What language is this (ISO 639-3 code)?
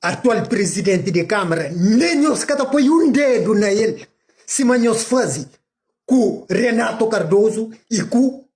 kea